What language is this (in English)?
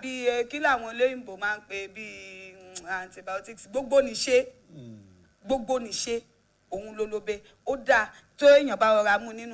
Yoruba